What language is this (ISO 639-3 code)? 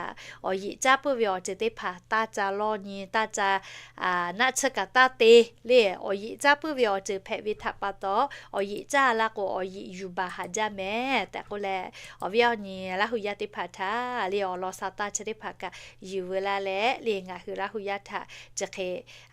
lhu